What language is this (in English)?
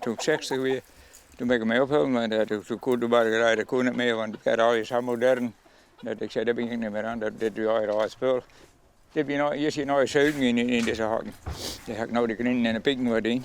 Western Frisian